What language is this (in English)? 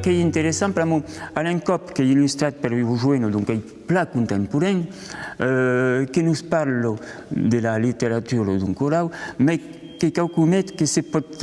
Occitan